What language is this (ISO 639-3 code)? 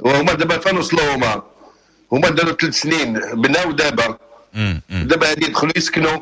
ary